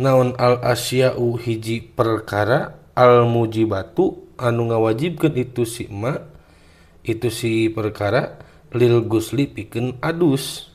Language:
Sundanese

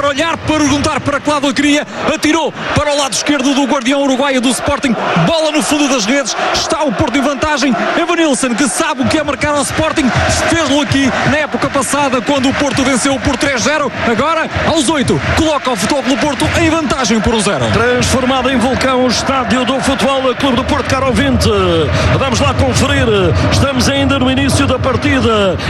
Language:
Portuguese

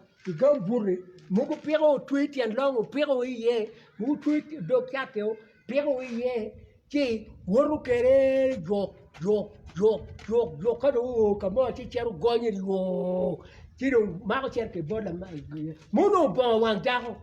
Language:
Acoli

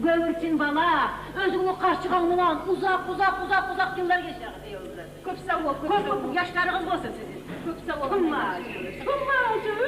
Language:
Kumyk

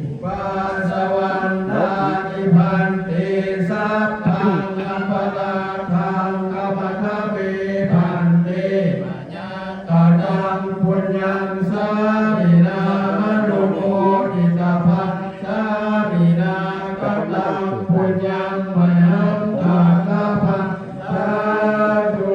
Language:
Pali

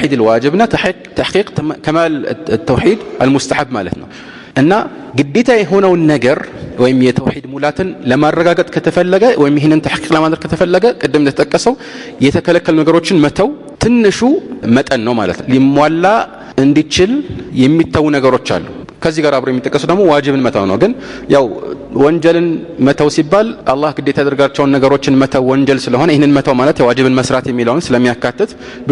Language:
Amharic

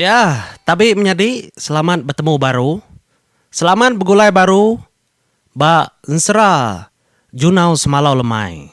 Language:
Iban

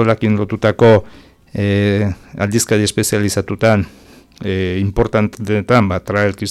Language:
Basque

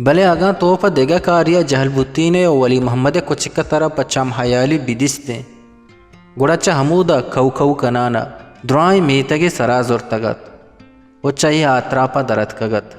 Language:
Baluchi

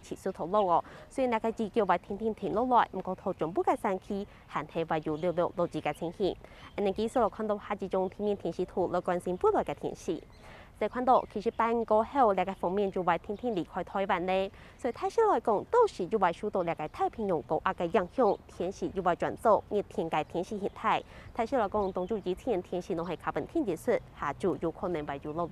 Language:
Hakka Chinese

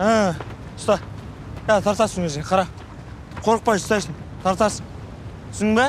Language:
Kazakh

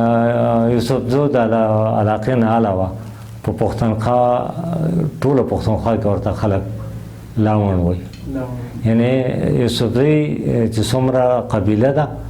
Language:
Pashto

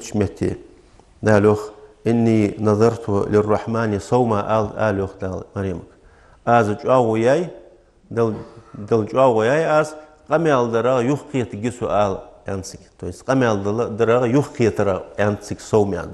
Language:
Ingush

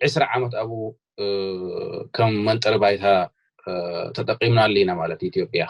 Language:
Tigrinya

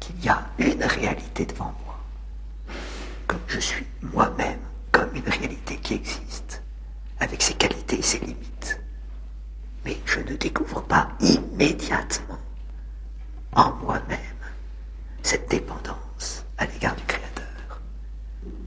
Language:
French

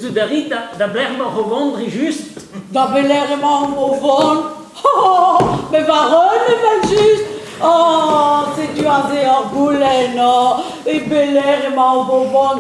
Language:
Breton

